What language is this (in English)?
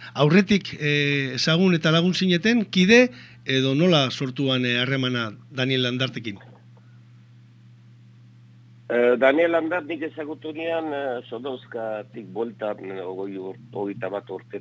Basque